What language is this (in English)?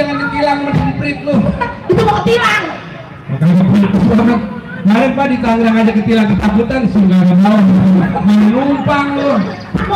Betawi